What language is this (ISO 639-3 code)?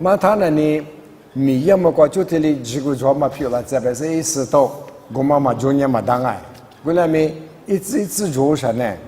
lis